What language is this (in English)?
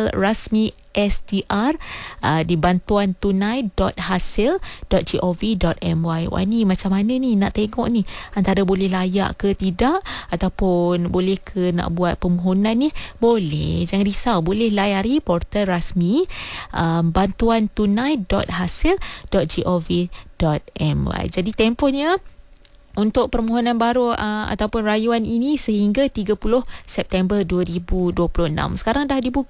Malay